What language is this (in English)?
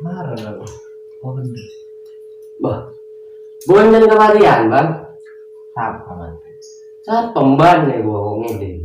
Madurese